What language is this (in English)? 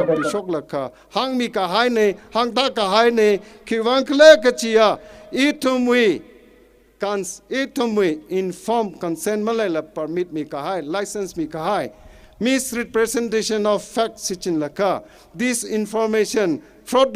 Tangkhul Naga (India)